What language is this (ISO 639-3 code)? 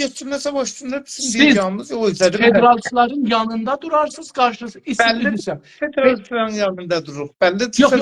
azb